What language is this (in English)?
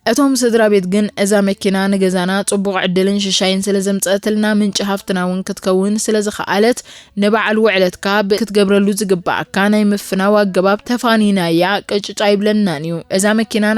Tigrinya